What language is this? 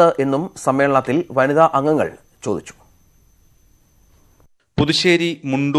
Malayalam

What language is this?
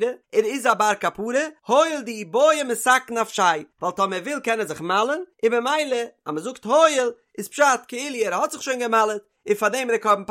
Yiddish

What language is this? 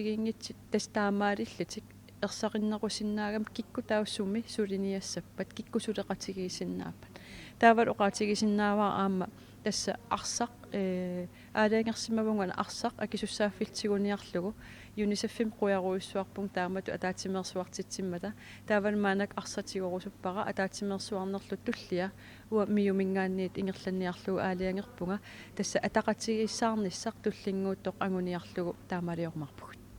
Kalaallisut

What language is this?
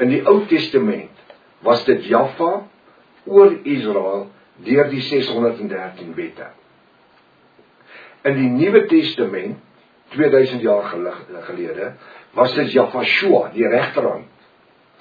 Afrikaans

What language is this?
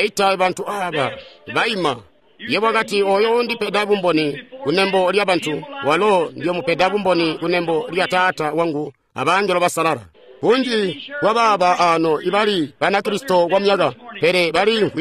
Tonga (Zambia)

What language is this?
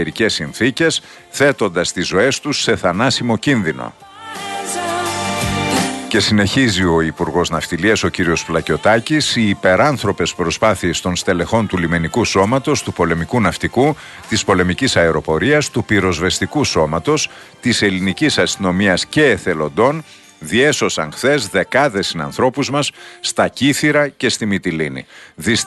Greek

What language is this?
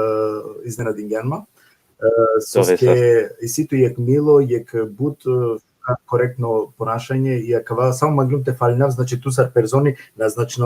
Balkan Romani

